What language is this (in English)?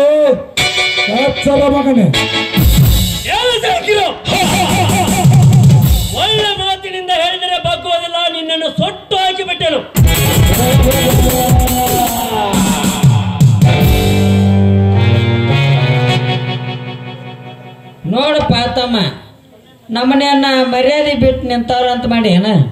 Kannada